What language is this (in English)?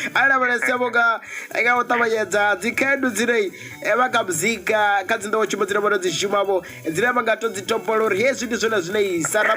Venda